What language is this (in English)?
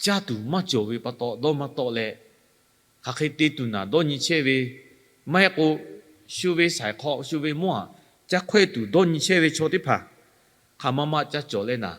Lahu